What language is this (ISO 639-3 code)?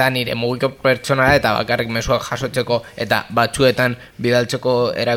eus